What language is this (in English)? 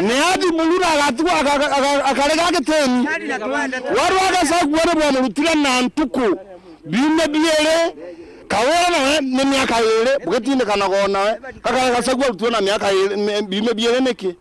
Meru